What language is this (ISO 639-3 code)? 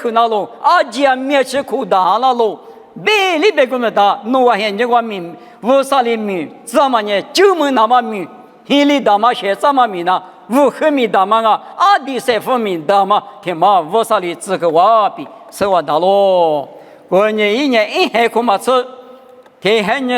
lis